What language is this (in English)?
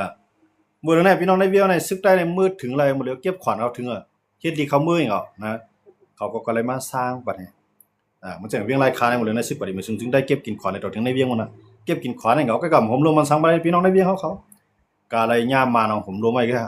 Shan